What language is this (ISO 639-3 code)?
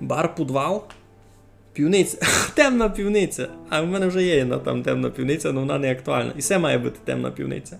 rue